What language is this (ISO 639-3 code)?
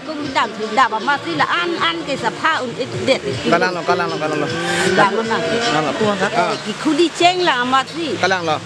mjw